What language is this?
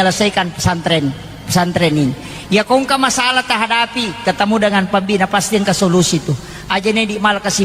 Buginese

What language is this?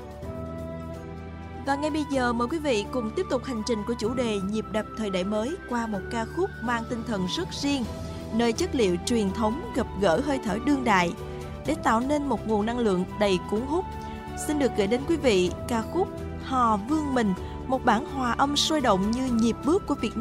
Vietnamese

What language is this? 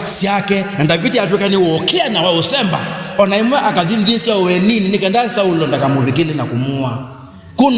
Kamba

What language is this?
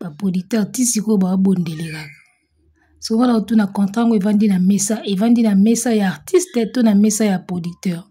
Lingala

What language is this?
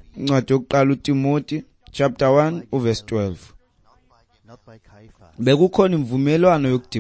Xhosa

